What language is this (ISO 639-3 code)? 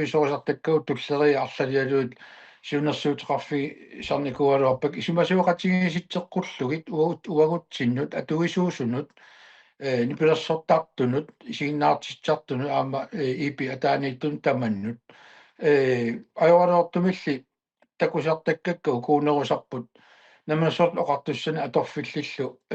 kal